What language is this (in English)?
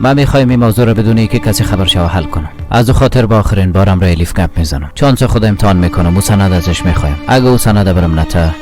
Persian